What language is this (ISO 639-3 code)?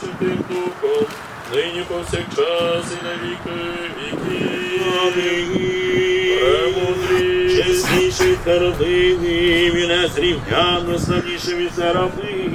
ukr